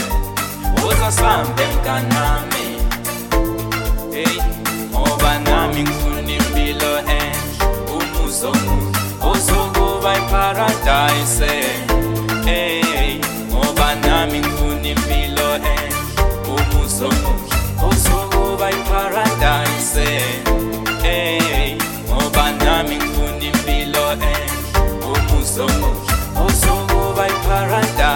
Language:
Zulu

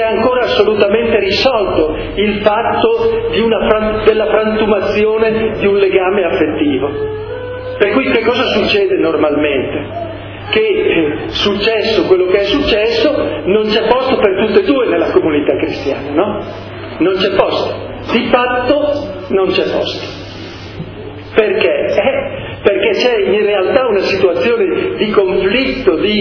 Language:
Italian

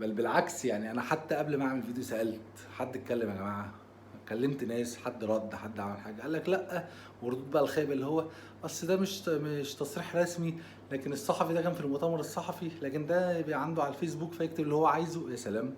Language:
Egyptian Arabic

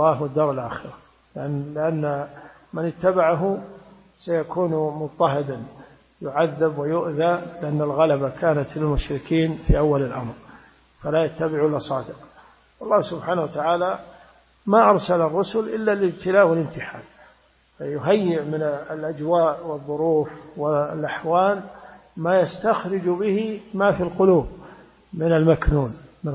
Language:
Arabic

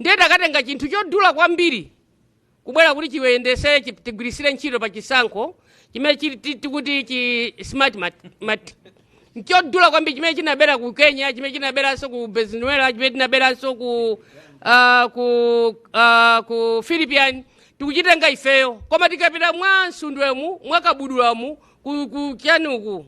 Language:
Nyanja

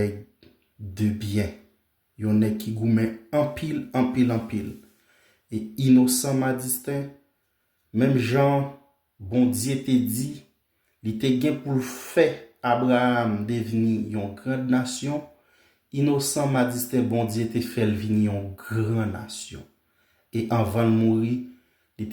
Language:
Haitian Creole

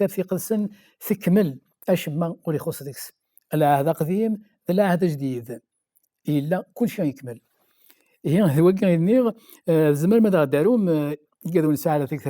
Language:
Kabyle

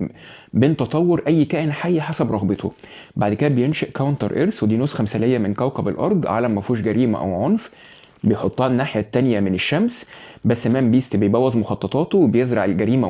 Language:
Egyptian Arabic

